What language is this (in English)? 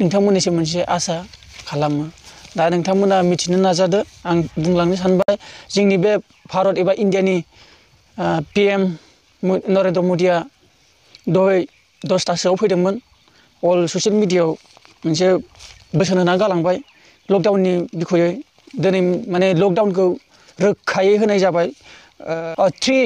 Bodo